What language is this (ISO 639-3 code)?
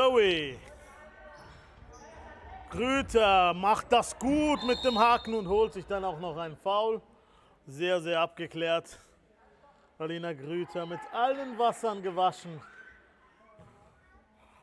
deu